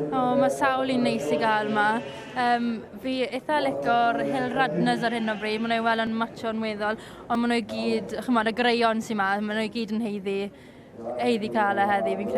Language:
Welsh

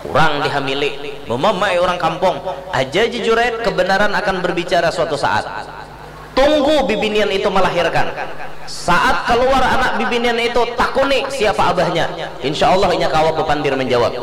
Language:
Banjar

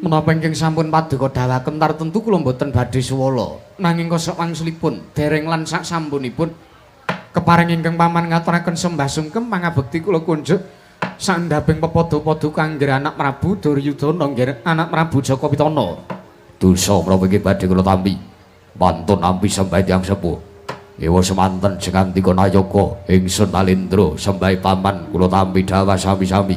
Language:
Javanese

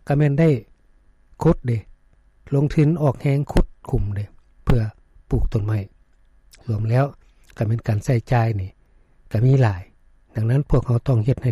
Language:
Lao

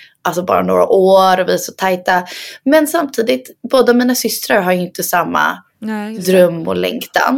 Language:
Swedish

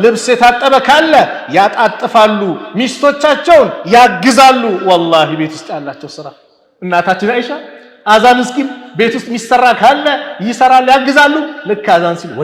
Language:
Amharic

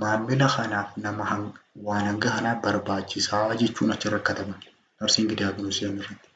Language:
Oromo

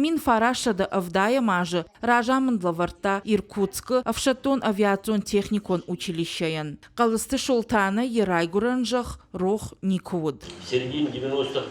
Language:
Ossetic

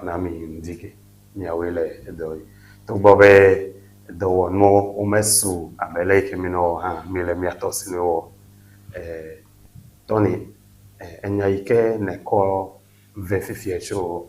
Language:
Ewe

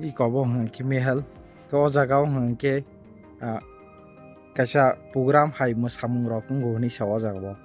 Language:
Kok Borok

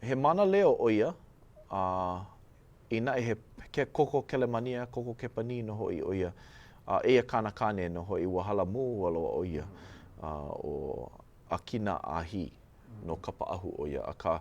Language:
Hawaiian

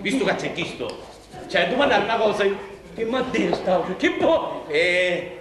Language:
Sicilian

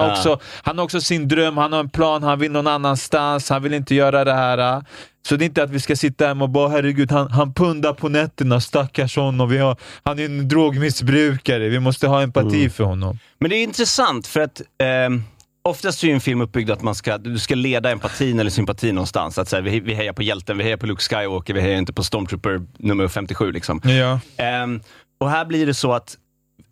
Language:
Swedish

